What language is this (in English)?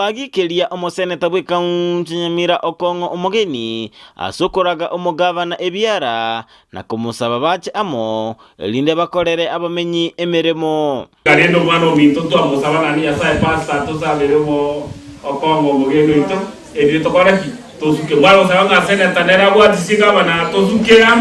Gusii